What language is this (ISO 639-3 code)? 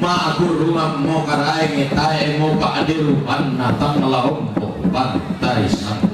sda